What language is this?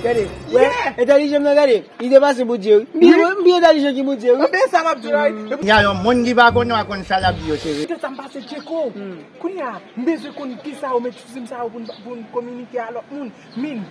Haitian Creole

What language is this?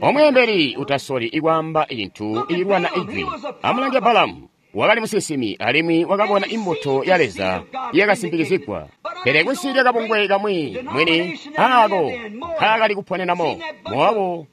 Tonga (Zambia)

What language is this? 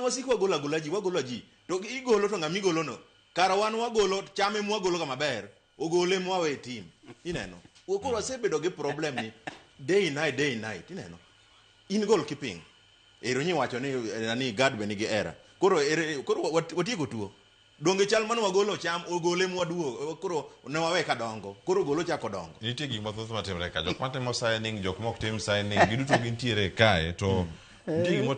Luo (Kenya and Tanzania)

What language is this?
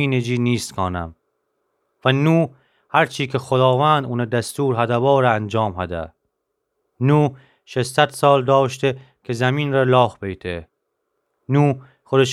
Gilaki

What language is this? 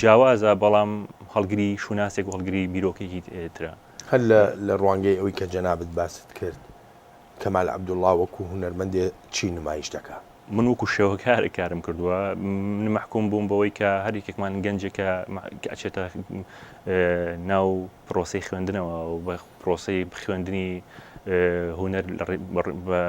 Central Kurdish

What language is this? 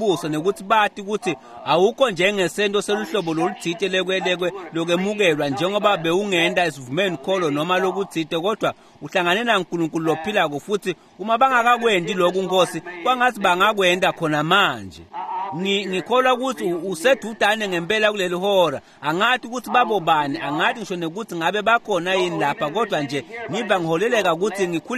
Swati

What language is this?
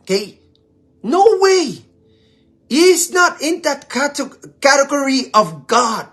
Pohnpeian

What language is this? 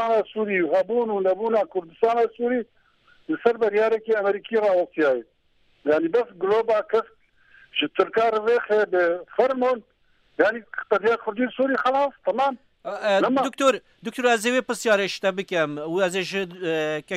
Kurdish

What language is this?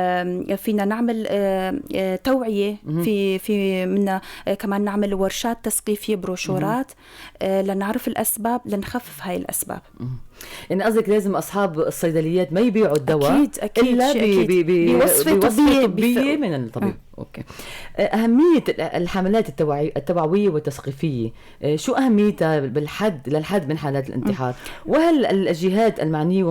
North Levantine Arabic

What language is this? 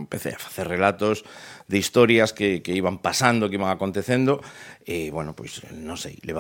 Galician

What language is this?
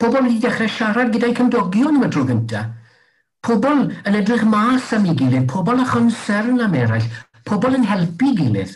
Welsh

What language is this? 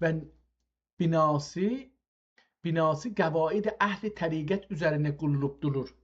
South Azerbaijani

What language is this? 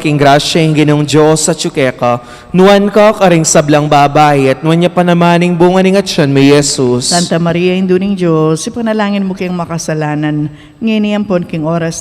Pampanga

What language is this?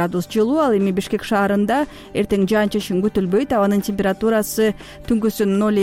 Kyrgyz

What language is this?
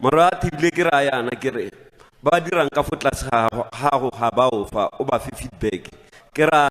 Tswana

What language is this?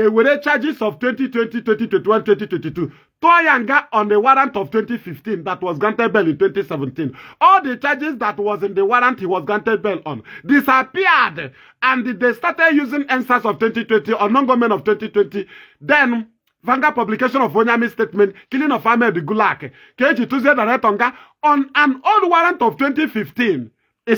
Igbo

